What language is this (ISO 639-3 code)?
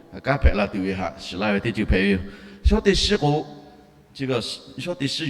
lhu